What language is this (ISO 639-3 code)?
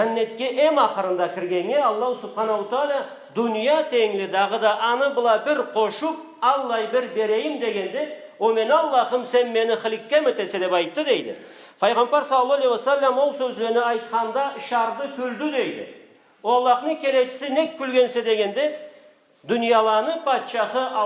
krc